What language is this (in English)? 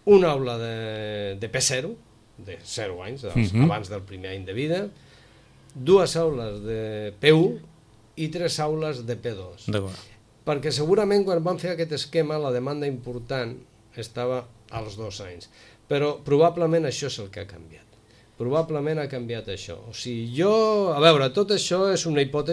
Catalan